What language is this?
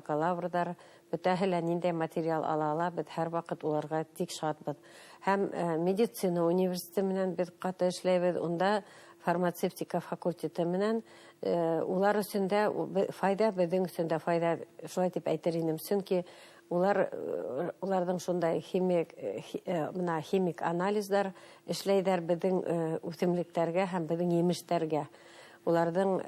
Bashkir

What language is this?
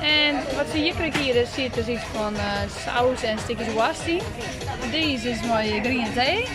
Western Frisian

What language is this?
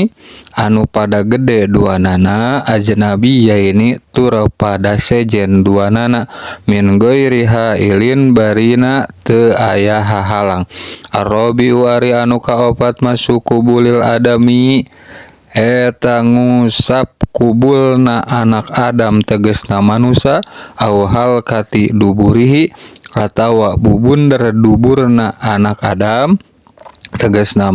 Sundanese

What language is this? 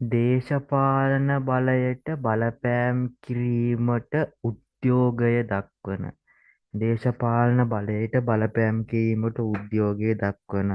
Sinhala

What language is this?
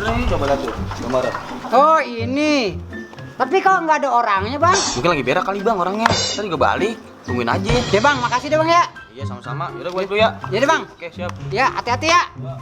Betawi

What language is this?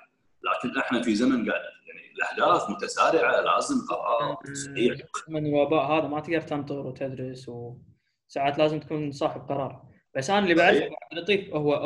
Gulf Arabic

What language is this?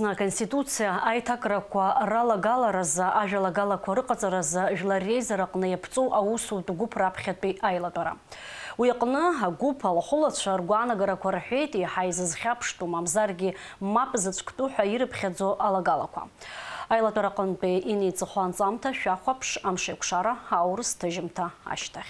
Abkhazian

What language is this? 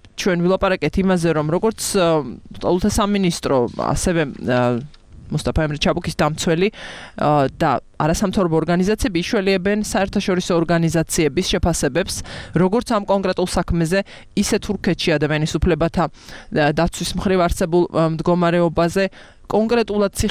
Georgian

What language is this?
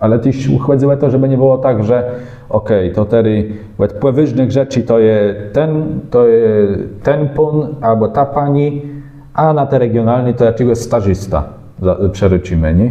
Kashubian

